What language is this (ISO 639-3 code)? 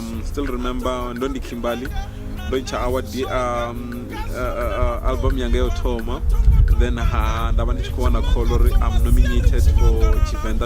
ven